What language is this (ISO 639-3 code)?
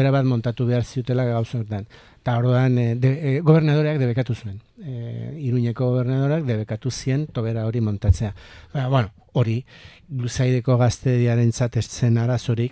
eus